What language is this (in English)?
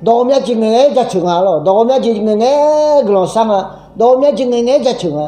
Akha